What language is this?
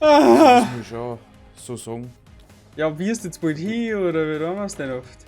Bavarian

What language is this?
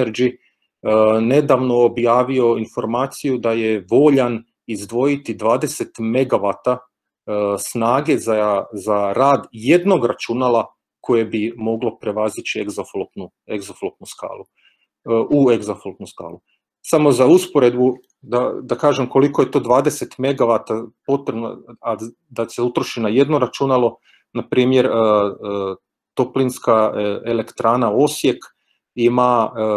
Croatian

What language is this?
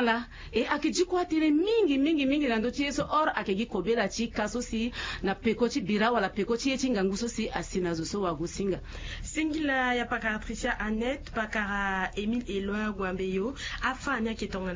Sango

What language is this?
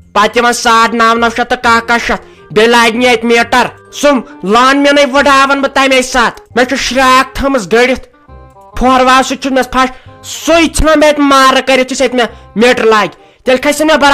Kashmiri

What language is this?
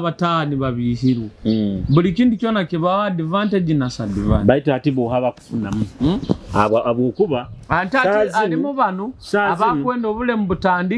Nyoro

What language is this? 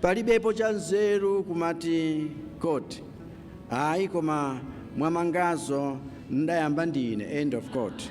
Nyanja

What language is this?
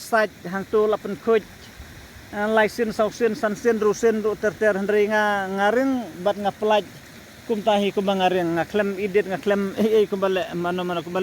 Khasi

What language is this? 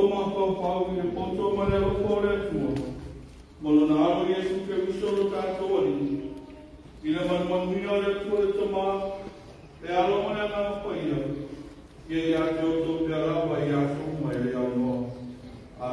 Samoan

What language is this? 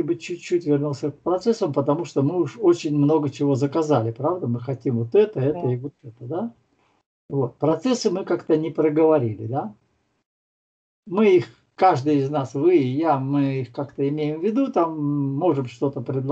Russian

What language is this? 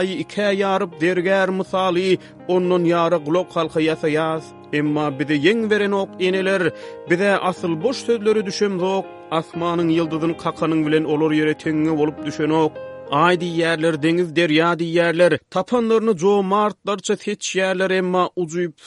Turkmen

